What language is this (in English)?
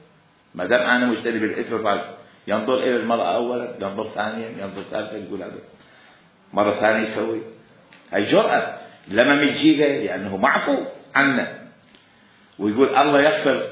Mesopotamian Arabic